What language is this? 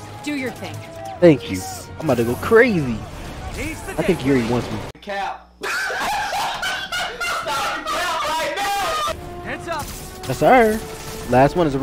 English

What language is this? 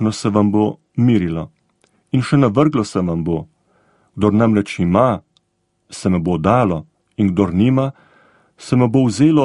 Slovenian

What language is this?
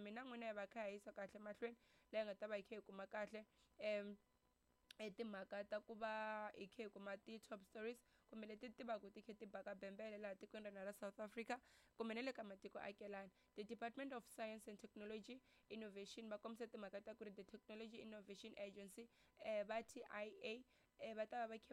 Tsonga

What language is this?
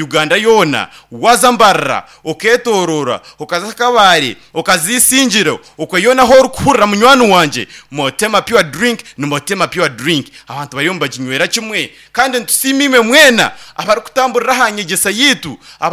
Nyankole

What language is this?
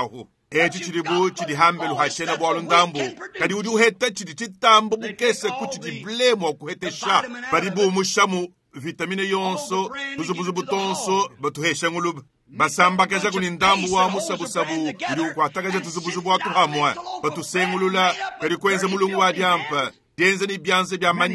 Luba-Lulua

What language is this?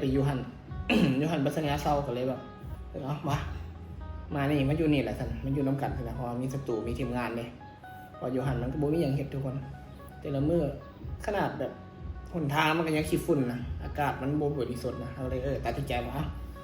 Northeastern Thai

